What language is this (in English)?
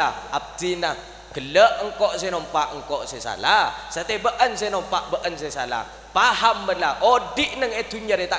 Madurese